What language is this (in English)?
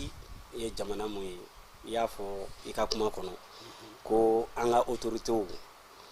Bambara